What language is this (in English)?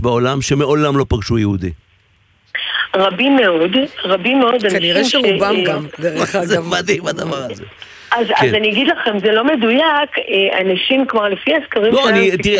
Hebrew